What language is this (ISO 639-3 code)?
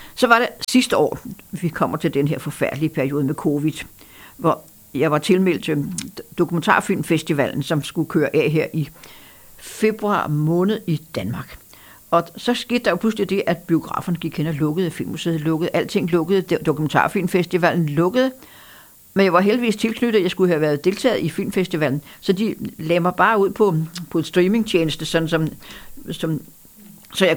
dan